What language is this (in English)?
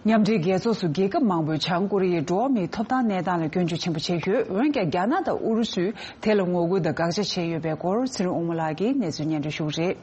Tibetan